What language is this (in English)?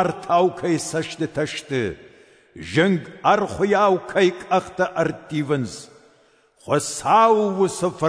Ossetic